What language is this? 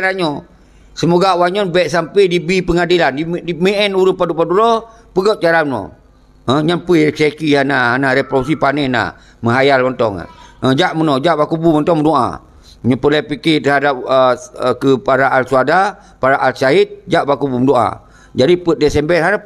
Achinese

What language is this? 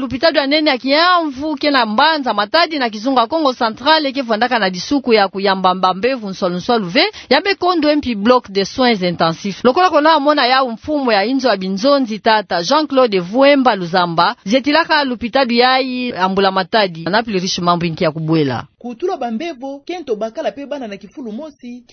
Kituba (Democratic Republic of Congo)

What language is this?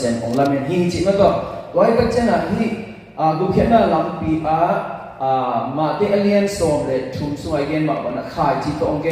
Tedim Chin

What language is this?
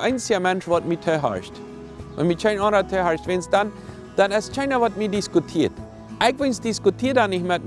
Plautdietsch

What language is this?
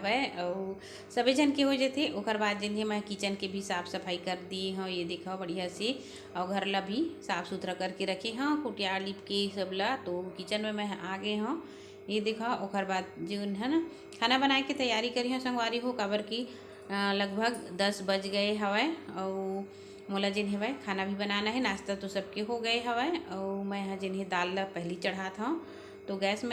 Chhattisgarhi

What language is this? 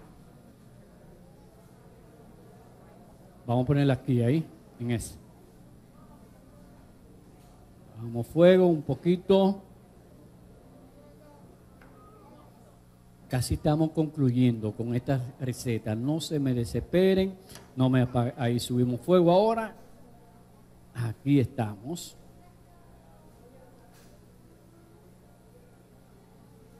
Spanish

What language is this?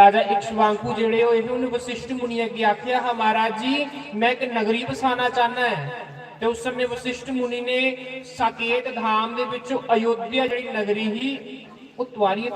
Dogri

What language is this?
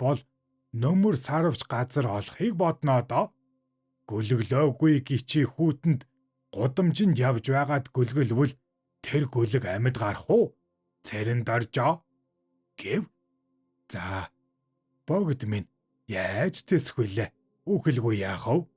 Mongolian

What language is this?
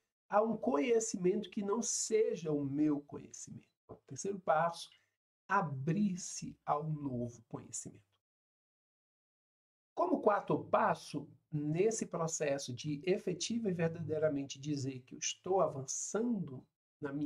Portuguese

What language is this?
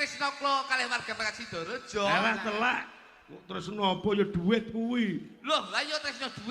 Javanese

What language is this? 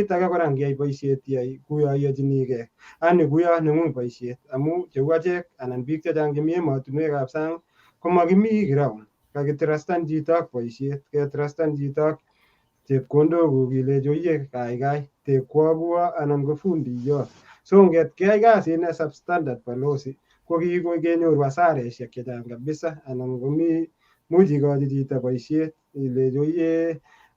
Kalenjin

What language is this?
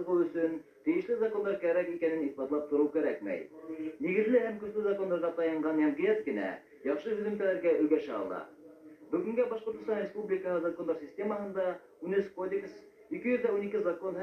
Bashkir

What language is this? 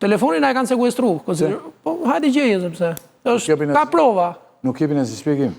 Albanian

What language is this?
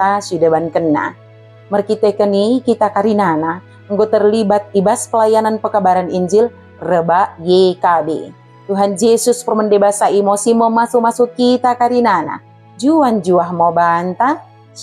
Batak Dairi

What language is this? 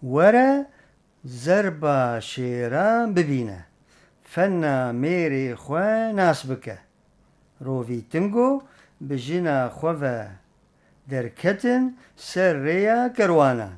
Kurdish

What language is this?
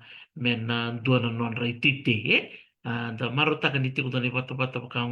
Fijian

